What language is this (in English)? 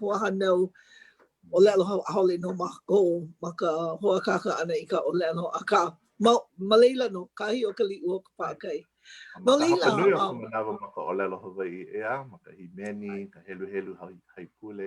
Hawaiian